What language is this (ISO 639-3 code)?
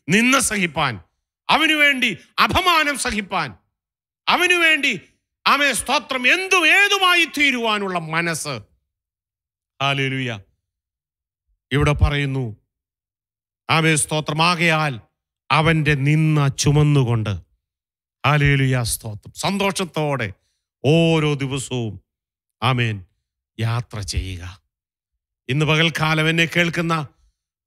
mal